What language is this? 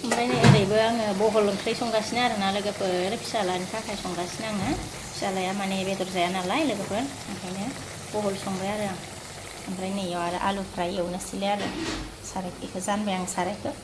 Bodo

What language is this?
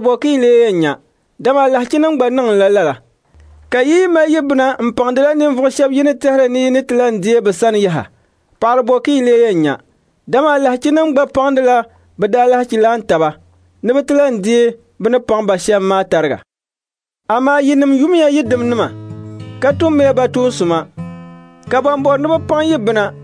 Dagbani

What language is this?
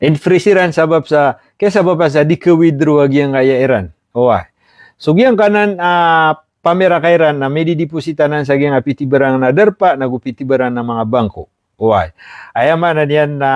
Maranao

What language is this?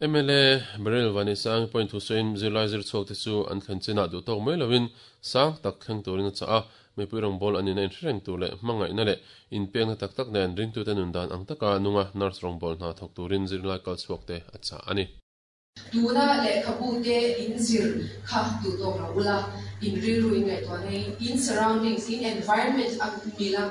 Mizo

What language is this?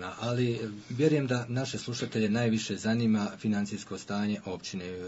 Bosnian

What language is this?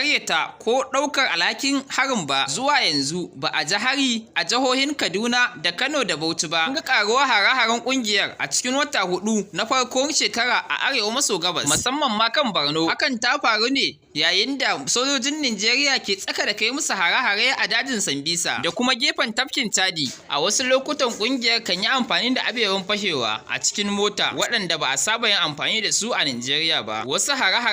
Hausa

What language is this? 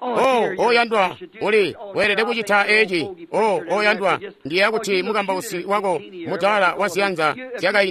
Tonga (Zambia)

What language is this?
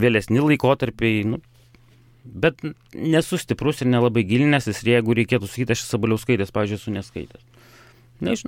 Lithuanian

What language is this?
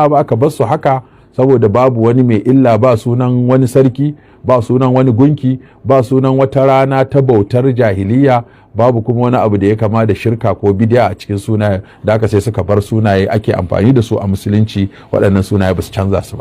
Hausa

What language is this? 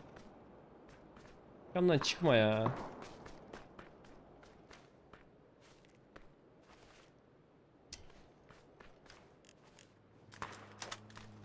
Turkish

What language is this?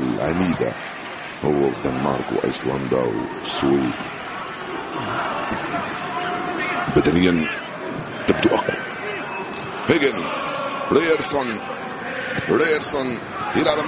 Arabic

